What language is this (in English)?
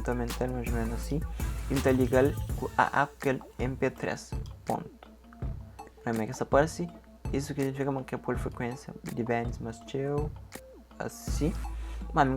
Kabuverdianu